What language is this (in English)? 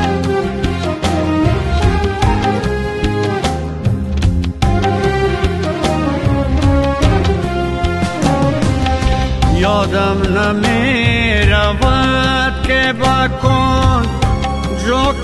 Persian